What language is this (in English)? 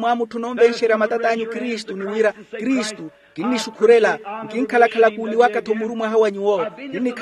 Makhuwa